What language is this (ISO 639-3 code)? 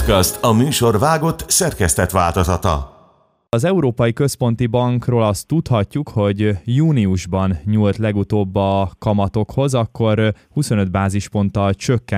hun